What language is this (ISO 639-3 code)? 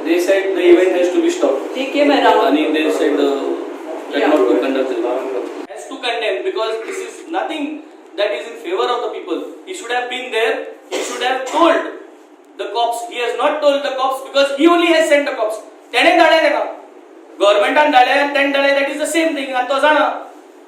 kok